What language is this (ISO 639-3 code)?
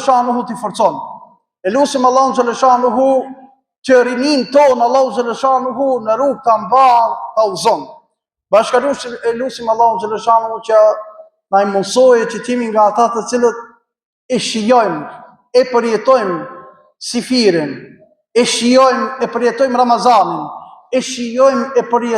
sqi